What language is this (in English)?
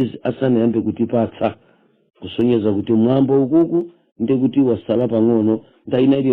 Nyanja